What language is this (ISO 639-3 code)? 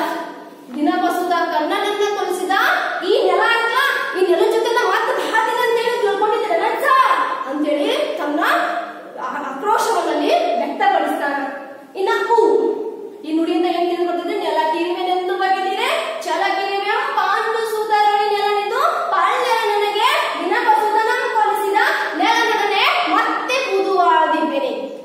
kan